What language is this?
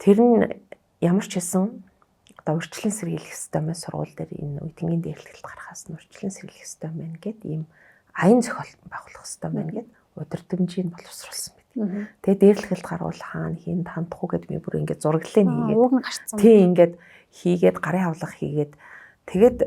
Mongolian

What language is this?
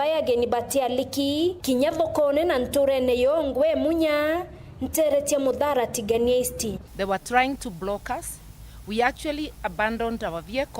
Meru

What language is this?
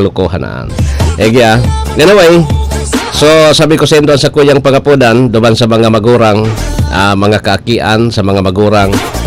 Bikol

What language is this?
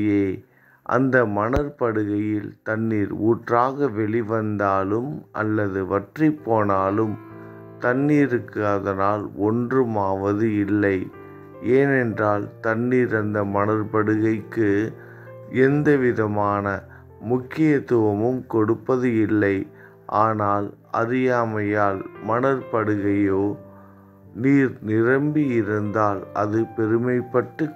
Tamil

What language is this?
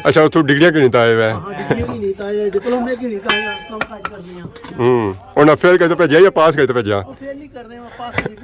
Pahari-Potwari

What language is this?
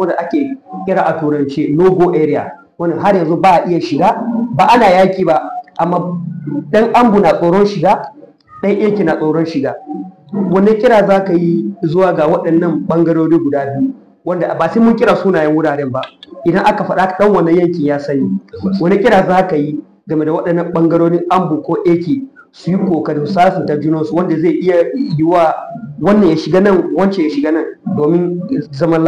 Hausa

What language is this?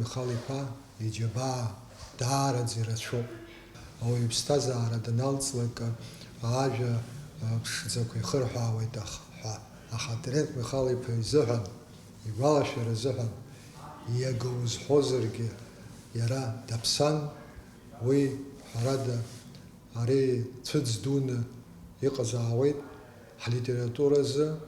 Abkhazian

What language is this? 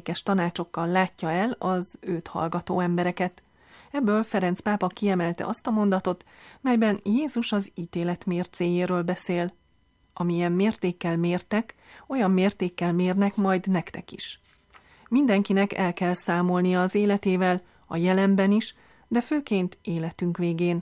Hungarian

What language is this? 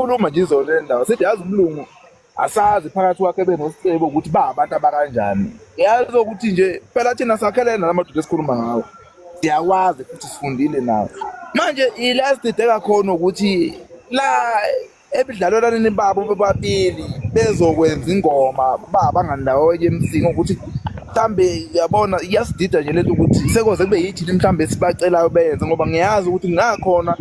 Zulu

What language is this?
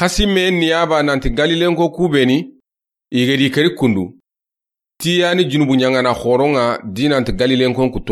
Soninke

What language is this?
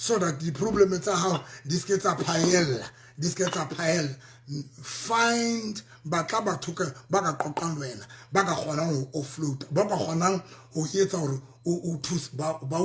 Southern Sotho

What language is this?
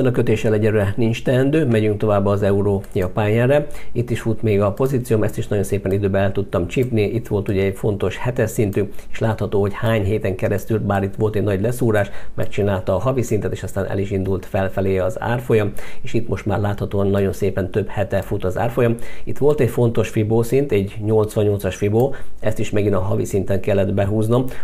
Hungarian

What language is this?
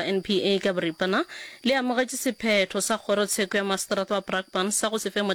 Northern Sotho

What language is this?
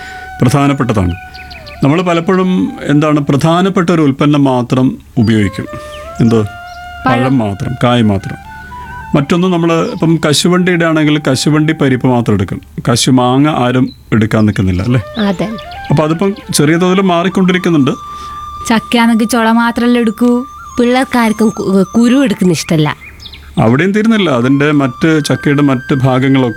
Malayalam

